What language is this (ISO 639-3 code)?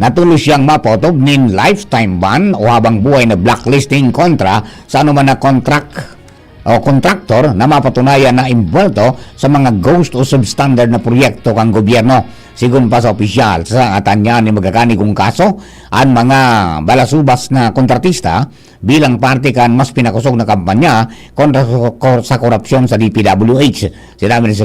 bik